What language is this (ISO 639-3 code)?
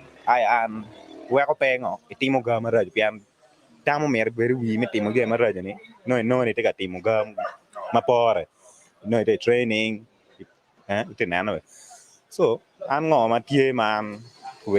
ach